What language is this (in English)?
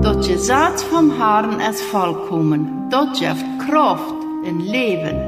Plautdietsch